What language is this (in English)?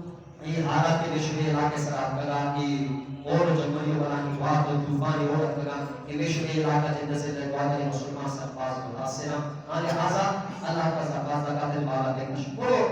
Eastern Balochi